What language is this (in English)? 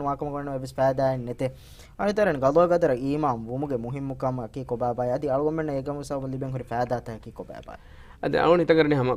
Divehi